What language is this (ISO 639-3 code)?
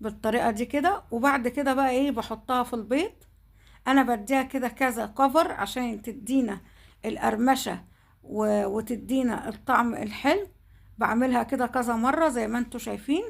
arz